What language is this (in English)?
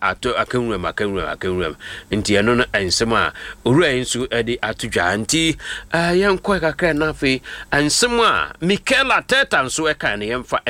Akan